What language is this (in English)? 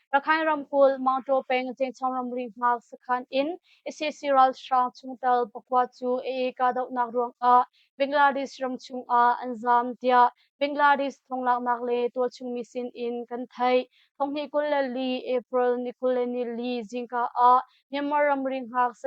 Hakha Chin